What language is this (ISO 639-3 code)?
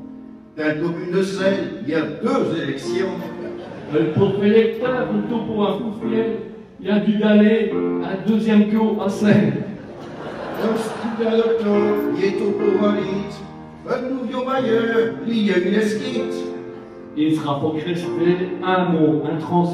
pcd